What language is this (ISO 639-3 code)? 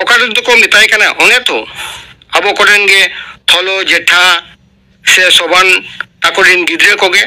sat